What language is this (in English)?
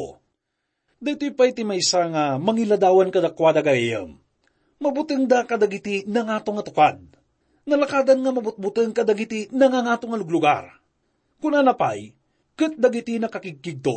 Iloko